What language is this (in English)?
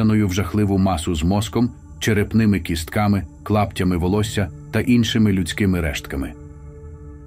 Ukrainian